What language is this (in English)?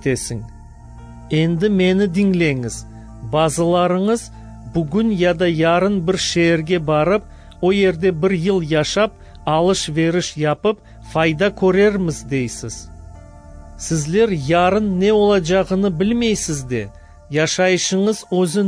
Crimean Tatar